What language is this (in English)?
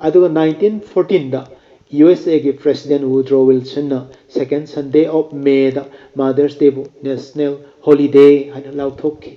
Manipuri